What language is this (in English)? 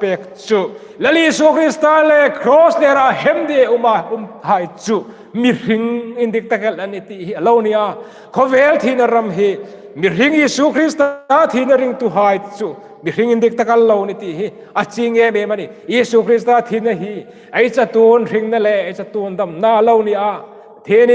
Hmar